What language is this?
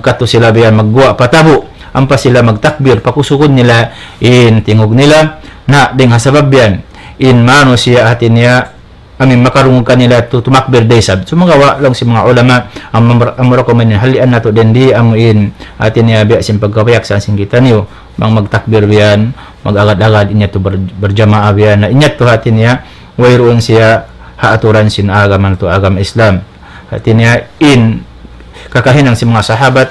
Tausug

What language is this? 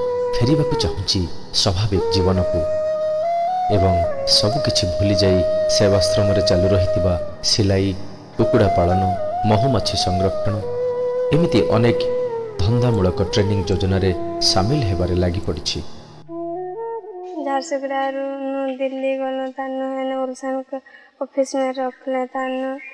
Odia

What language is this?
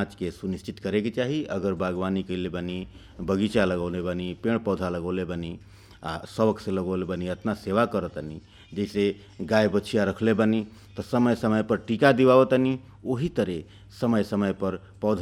Bhojpuri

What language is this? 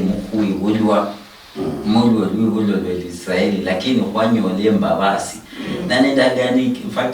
Luyia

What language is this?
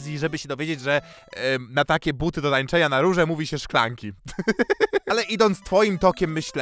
Polish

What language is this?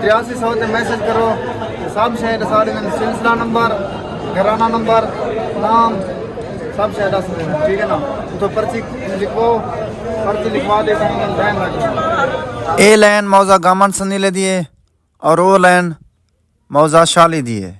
Saraiki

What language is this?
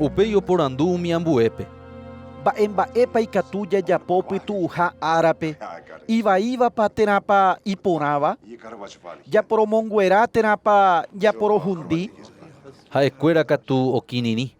Guarani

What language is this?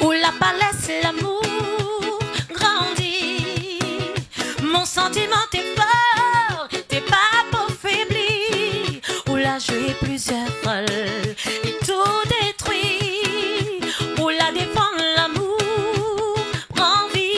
Réunion Creole French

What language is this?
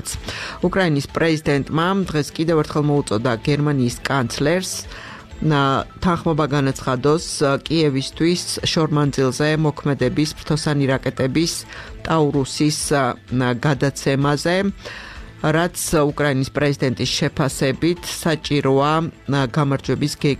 Georgian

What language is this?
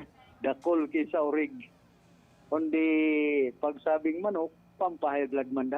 Bikol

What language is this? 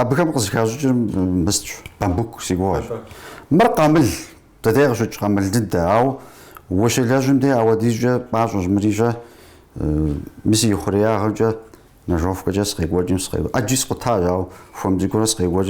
Kabardian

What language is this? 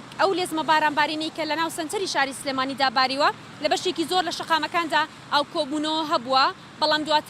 Central Kurdish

